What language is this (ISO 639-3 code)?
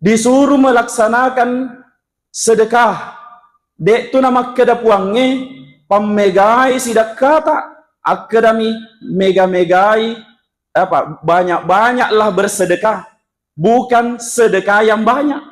bug